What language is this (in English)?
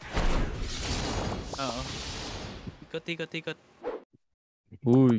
Filipino